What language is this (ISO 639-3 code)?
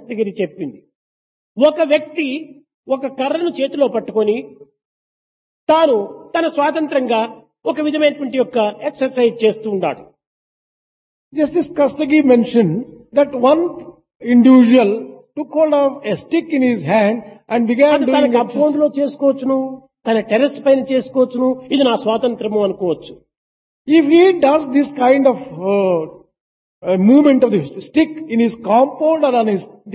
tel